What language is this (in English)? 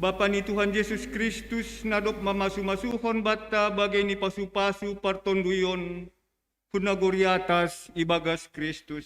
Batak Simalungun